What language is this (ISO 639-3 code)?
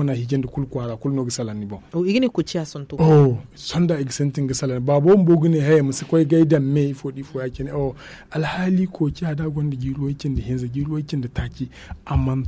dje